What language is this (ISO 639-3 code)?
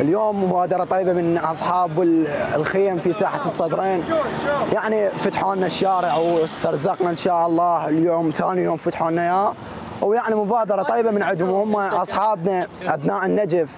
acm